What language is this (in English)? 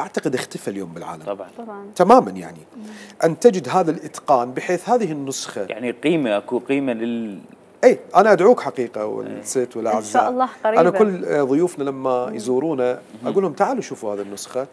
Mesopotamian Arabic